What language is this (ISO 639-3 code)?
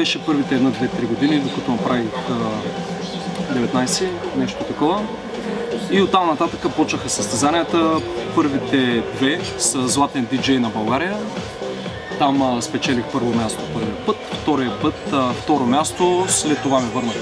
bul